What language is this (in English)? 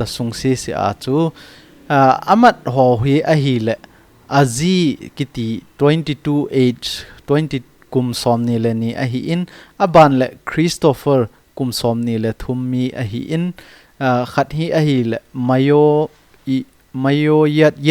Thado Chin